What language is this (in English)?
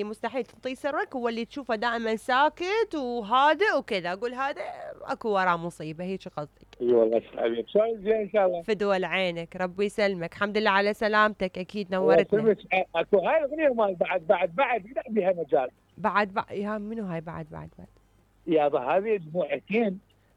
Mesopotamian Arabic